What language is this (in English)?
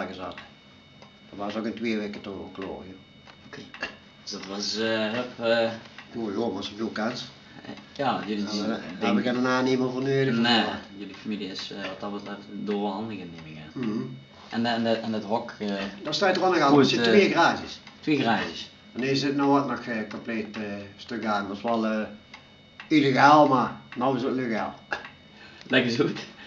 Limburgish